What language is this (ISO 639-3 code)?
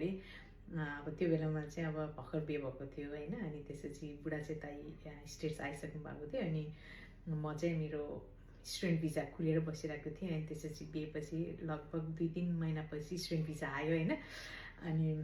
nep